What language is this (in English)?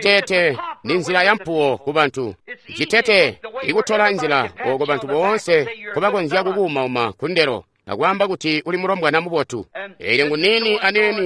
Tonga (Zambia)